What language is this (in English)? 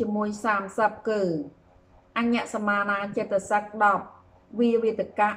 Khmer